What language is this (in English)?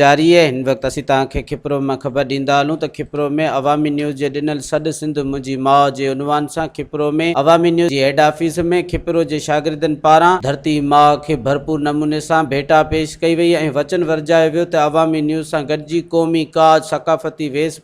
Sindhi